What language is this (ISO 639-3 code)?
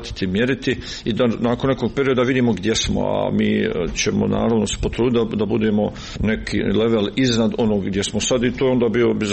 hrv